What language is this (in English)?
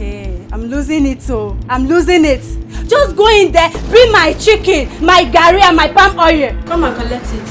Nigerian Pidgin